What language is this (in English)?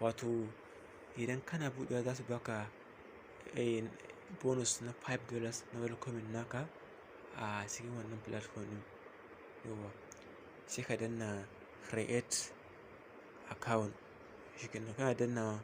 Hausa